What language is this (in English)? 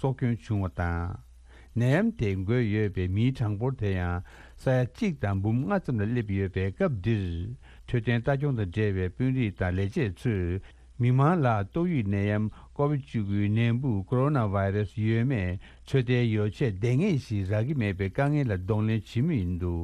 Tibetan